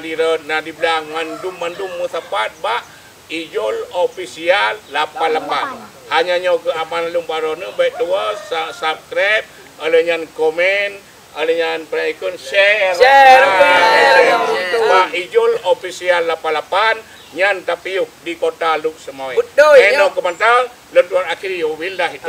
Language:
Achinese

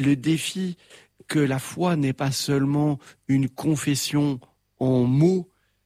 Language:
French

